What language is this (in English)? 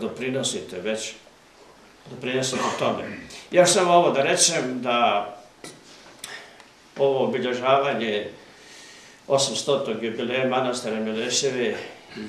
Serbian